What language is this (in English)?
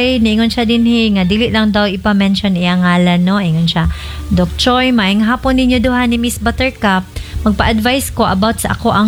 Cebuano